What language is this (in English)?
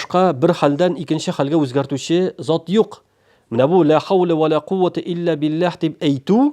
Tatar